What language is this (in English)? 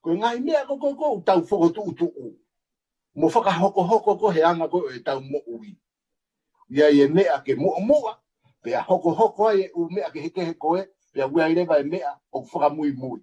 Tongan